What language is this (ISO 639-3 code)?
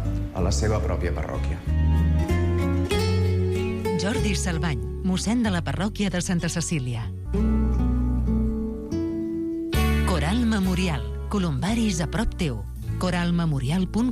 cat